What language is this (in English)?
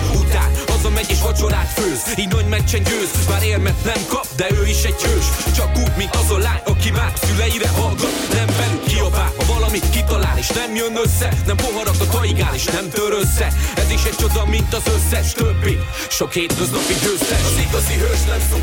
Hungarian